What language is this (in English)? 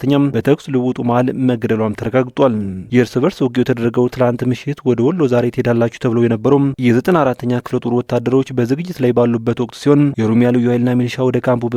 Amharic